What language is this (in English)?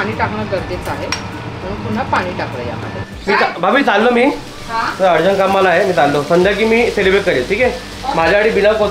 Marathi